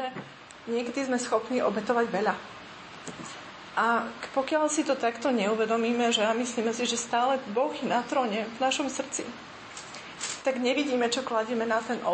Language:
Slovak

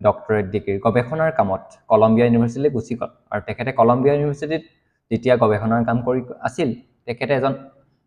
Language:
Assamese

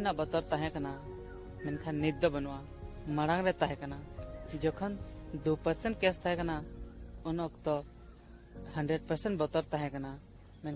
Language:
Santali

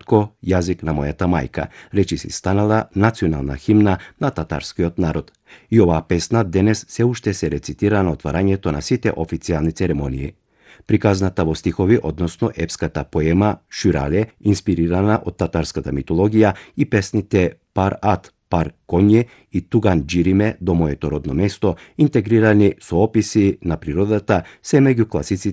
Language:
Macedonian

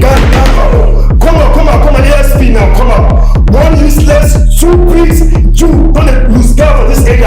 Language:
Nigerian Pidgin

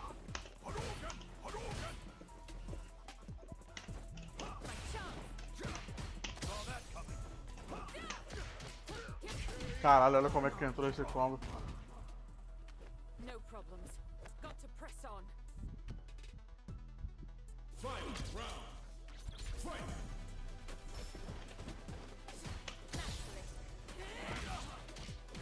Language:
Portuguese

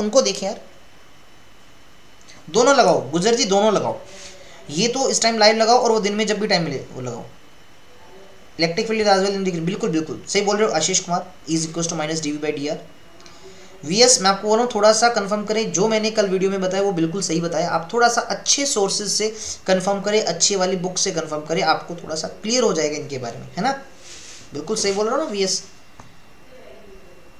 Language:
Hindi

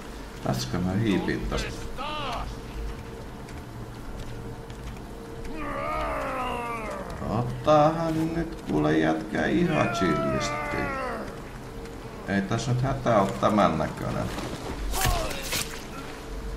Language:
Finnish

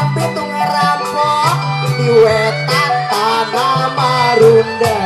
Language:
Betawi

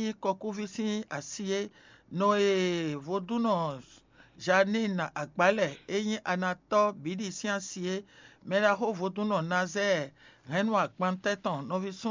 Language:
Fon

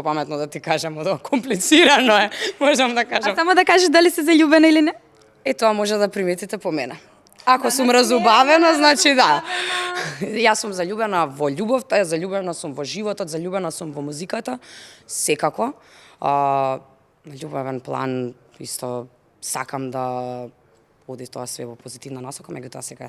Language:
Macedonian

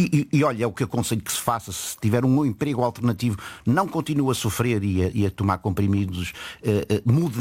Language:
Portuguese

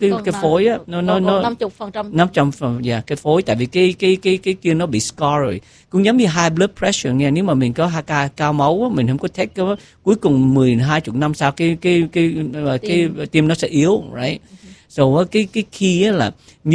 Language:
Vietnamese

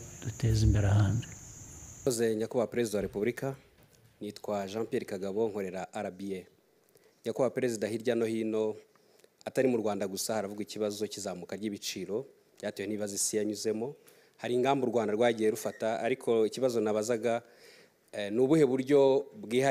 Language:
Kinyarwanda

